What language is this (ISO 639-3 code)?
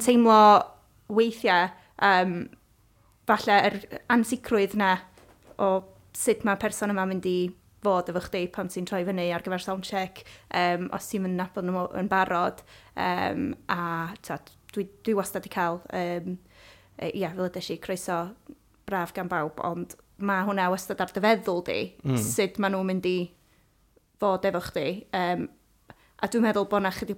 cym